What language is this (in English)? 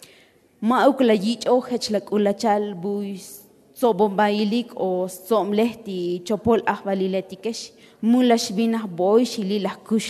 Tzotzil